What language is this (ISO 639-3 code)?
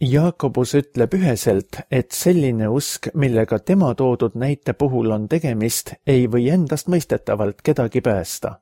est